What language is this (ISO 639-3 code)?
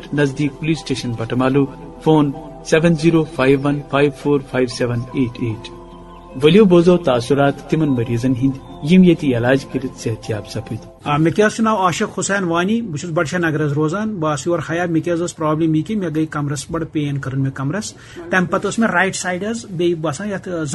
kas